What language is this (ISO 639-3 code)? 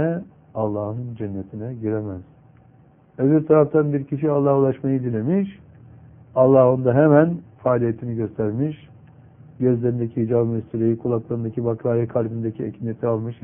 tur